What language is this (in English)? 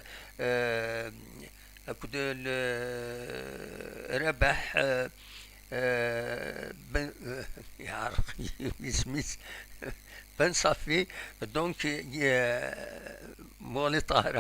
Kabyle